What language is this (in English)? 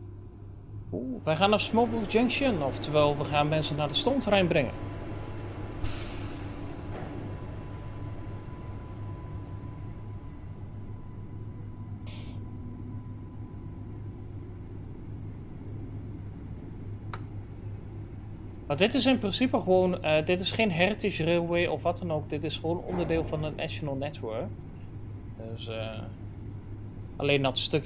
Dutch